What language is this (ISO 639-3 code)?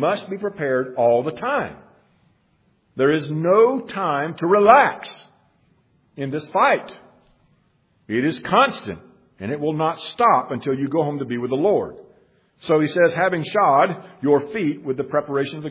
eng